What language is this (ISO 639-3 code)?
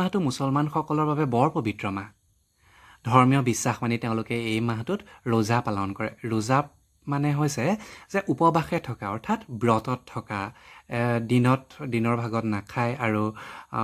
asm